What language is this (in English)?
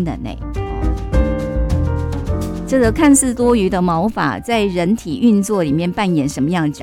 Chinese